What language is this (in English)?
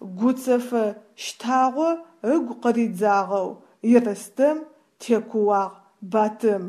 Adyghe